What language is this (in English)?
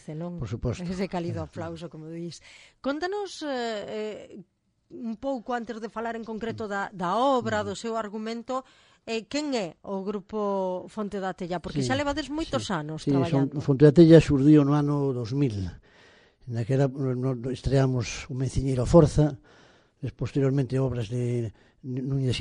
Galician